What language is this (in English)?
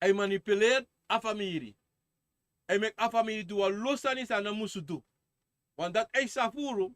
Sranan Tongo